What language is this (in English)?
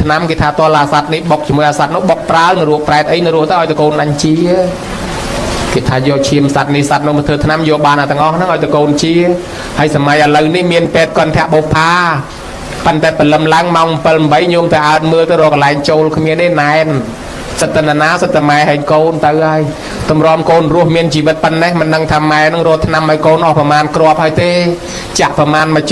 Khmer